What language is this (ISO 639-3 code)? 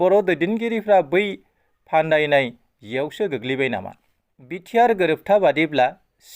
brx